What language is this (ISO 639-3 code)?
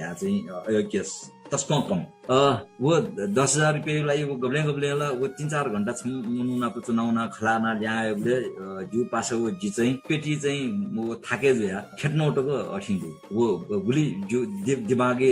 new